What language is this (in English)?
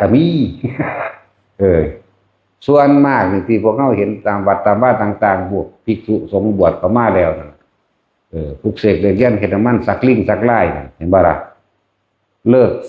Lao